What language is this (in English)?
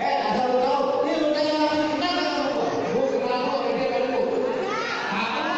Betawi